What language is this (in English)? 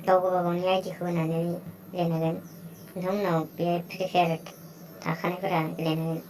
Bodo